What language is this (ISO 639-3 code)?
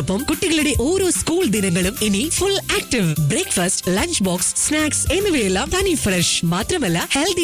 mal